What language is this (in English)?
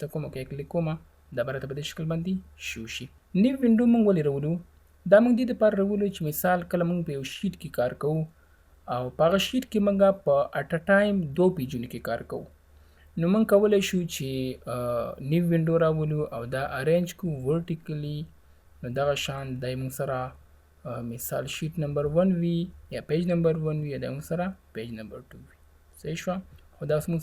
Pashto